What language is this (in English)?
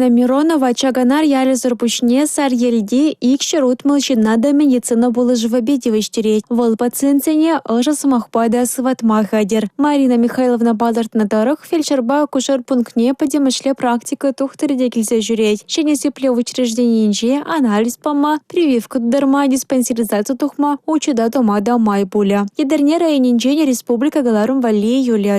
Chuvash